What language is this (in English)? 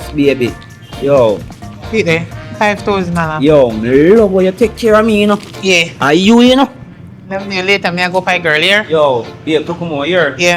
Jamaican Creole English